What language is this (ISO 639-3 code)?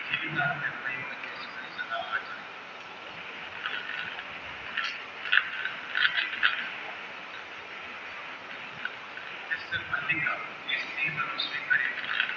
tel